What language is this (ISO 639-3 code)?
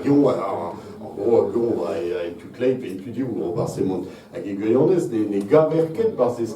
bre